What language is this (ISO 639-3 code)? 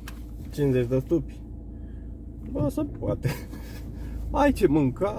ron